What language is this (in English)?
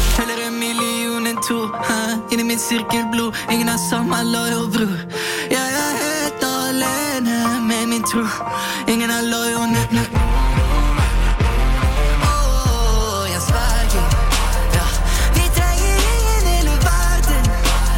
Norwegian